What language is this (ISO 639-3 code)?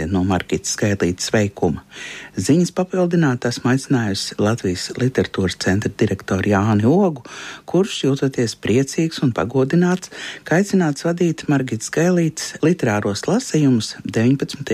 lav